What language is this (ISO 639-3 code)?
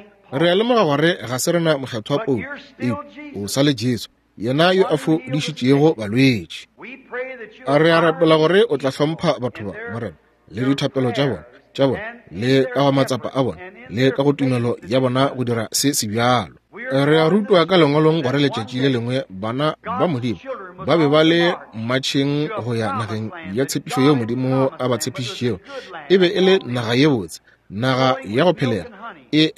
nso